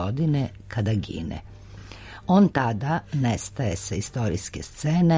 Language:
Serbian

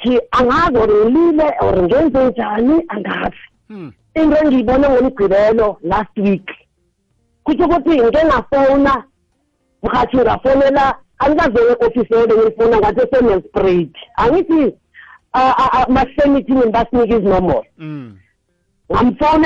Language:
South Ndebele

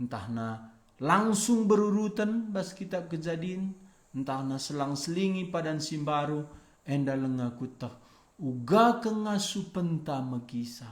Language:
Batak Karo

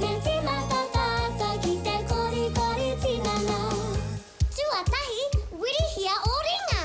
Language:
Māori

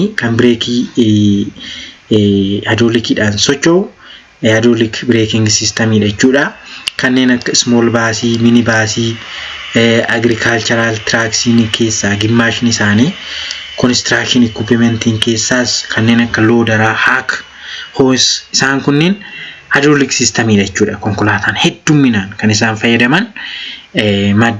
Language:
Oromo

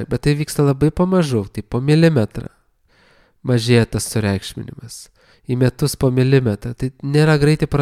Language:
Lithuanian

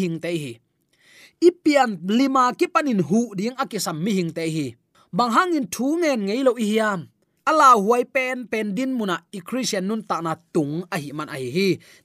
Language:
Tedim Chin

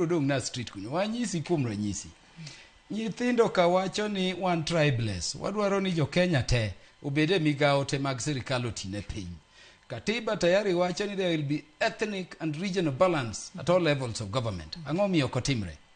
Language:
Luo (Kenya and Tanzania)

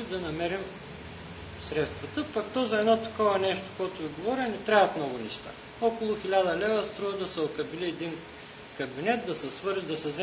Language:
Bulgarian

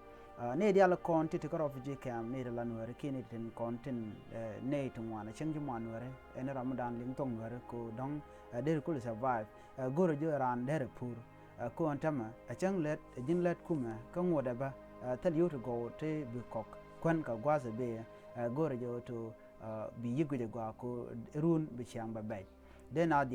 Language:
Nuer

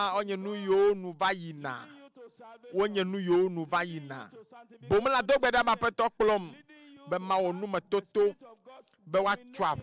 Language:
Ewe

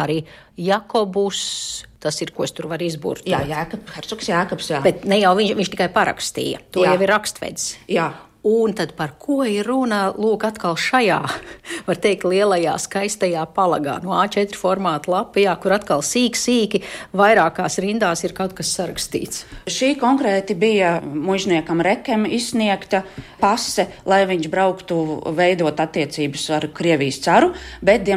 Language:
Latvian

